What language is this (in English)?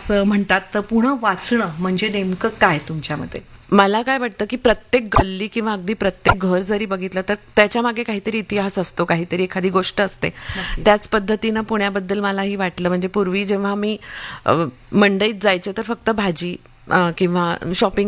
Marathi